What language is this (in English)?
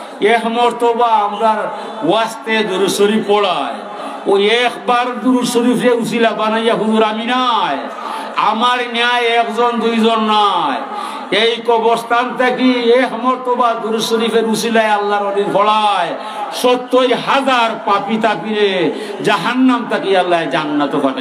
Sylheti